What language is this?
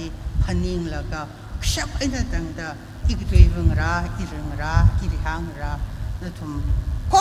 Tangkhul Naga (India)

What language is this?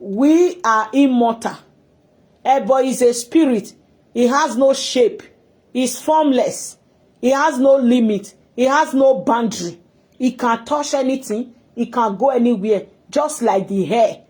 Nigerian Pidgin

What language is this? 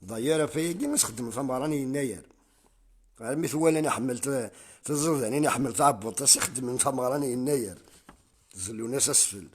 Kabyle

